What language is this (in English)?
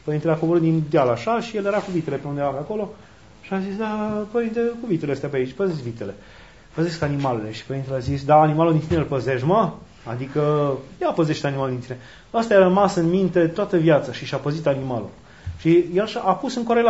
Romanian